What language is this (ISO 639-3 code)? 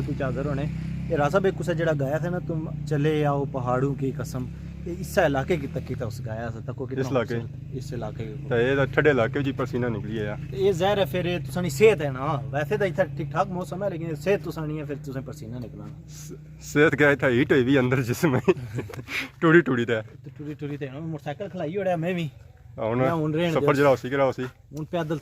phr